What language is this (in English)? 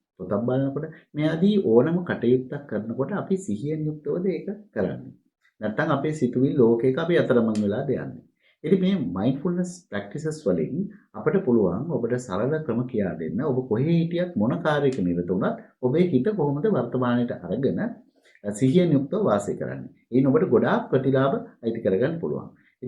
Sinhala